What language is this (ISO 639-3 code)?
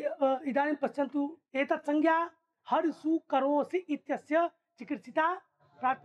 san